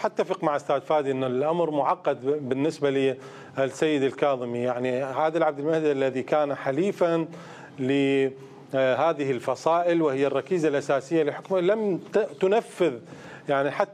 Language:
Mesopotamian Arabic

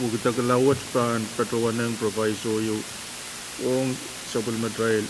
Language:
Pohnpeian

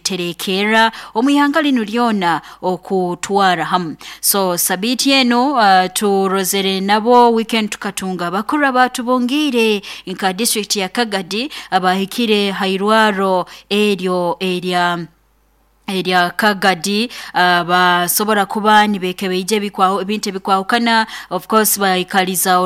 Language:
Nyoro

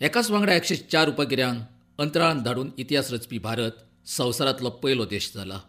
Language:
Konkani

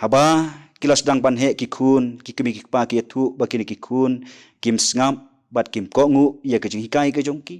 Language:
Khasi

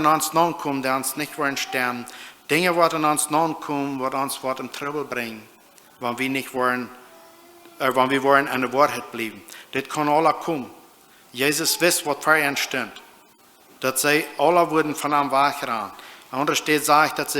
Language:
Plautdietsch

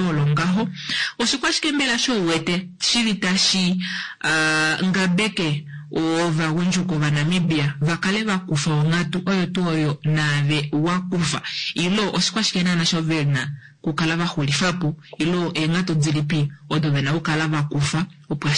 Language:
Kuanyama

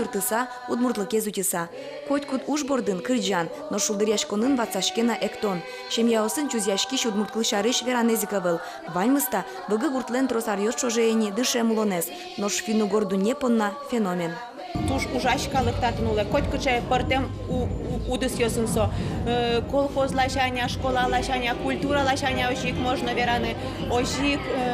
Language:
Udmurt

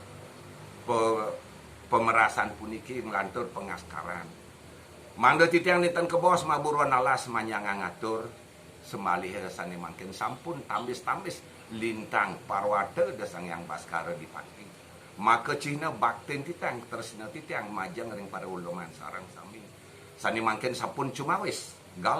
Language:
Balinese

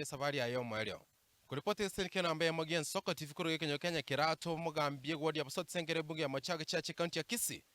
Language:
Gusii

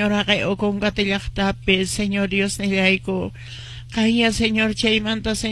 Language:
Quechua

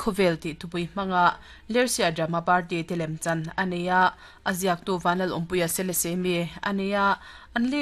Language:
Mizo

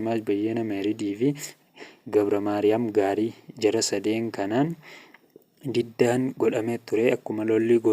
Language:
Oromo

